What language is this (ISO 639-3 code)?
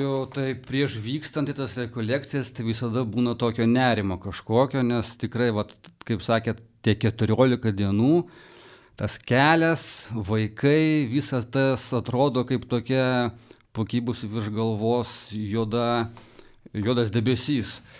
lit